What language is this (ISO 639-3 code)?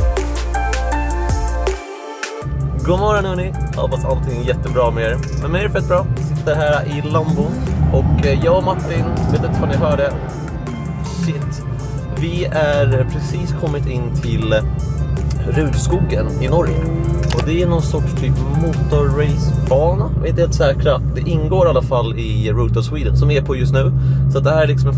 swe